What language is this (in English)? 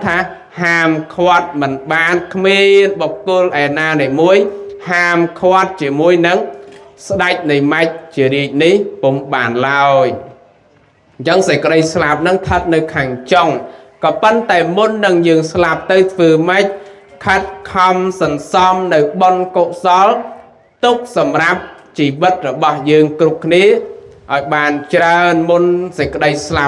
Khmer